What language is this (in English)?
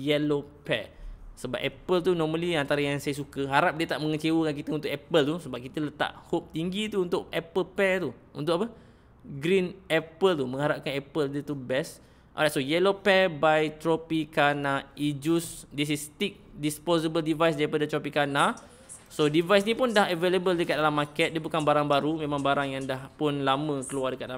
Malay